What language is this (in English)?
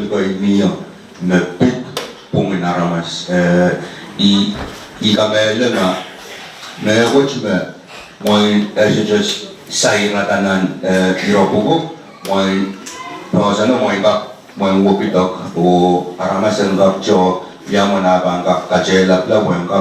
Pohnpeian